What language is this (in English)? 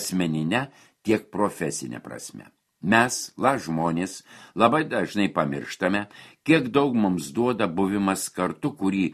Lithuanian